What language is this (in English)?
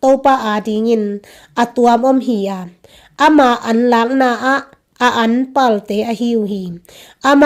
Tedim Chin